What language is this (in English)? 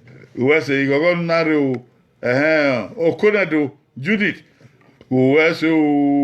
Bini